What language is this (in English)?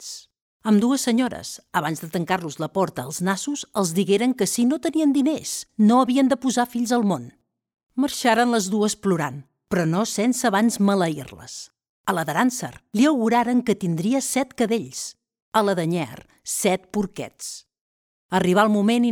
Catalan